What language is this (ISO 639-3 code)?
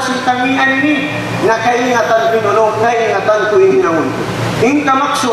tsg